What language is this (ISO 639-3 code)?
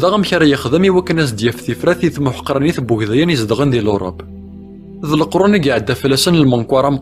kab